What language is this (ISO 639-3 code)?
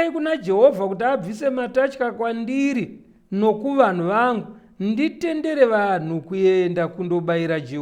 sna